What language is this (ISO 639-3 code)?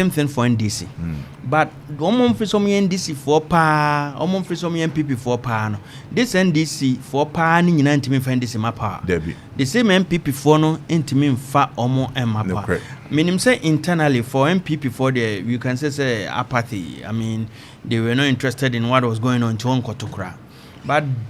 aka